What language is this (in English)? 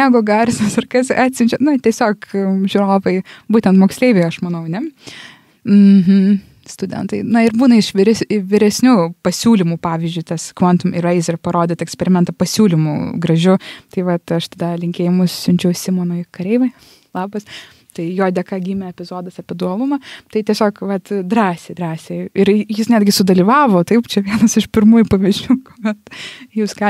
Lithuanian